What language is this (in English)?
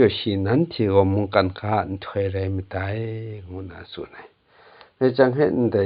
Kachin